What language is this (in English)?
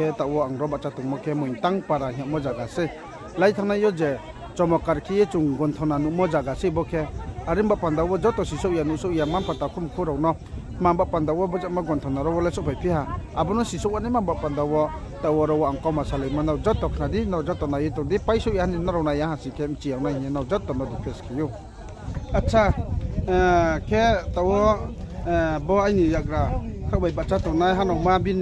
Riang (India)